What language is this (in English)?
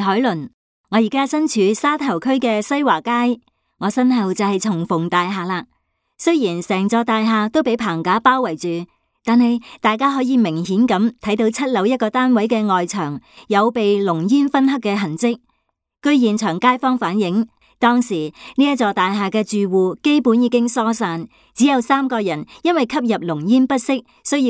Cantonese